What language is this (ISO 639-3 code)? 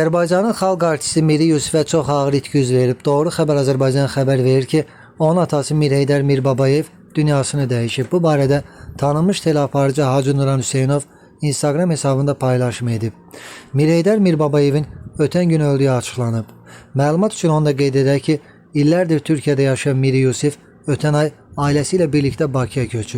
aze